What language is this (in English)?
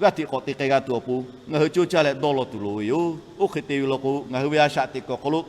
Lahu